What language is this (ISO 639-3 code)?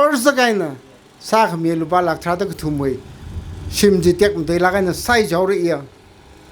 nmf